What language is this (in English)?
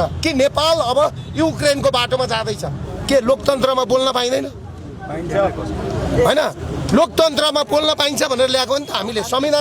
Nepali